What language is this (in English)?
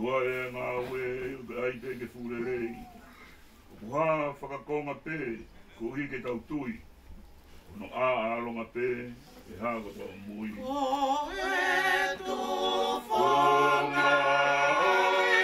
Tongan